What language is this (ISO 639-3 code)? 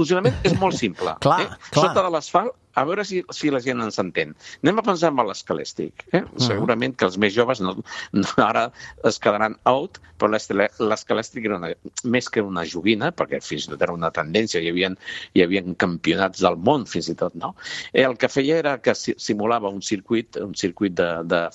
cat